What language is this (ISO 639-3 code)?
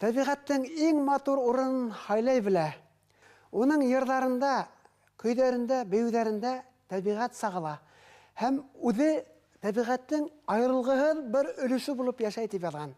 bak